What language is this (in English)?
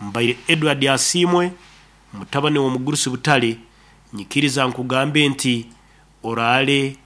Nyankole